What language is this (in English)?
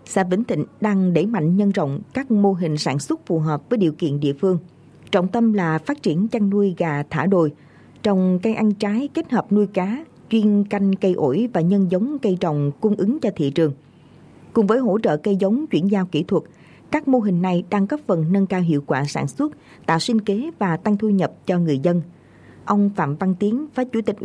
Vietnamese